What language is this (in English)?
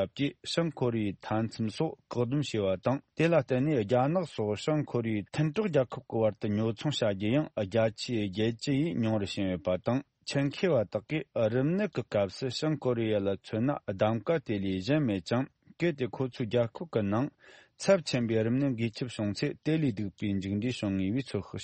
Tibetan